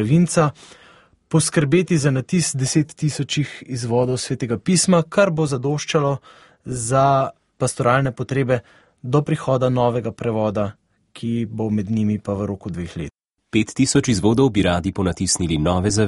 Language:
Slovenian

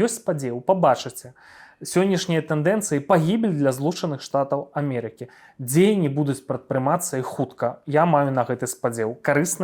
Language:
Belarusian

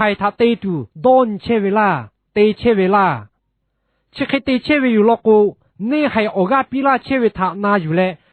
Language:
Lahu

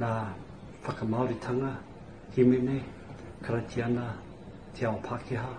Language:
Māori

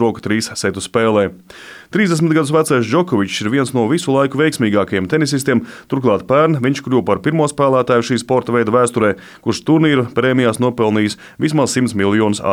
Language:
Latvian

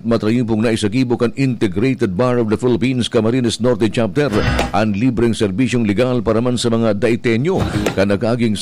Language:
Bikol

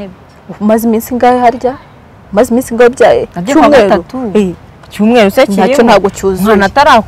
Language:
Kinyarwanda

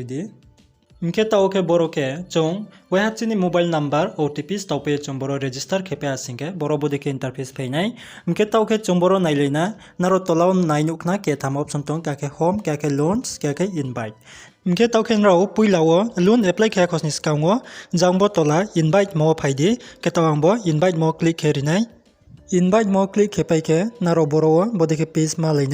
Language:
Riang (India)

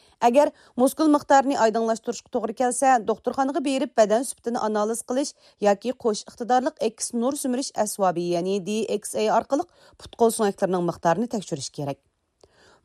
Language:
Uyghur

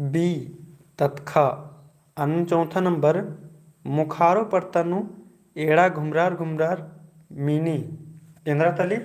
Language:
Kurukh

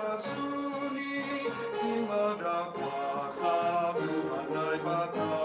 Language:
Batak Simalungun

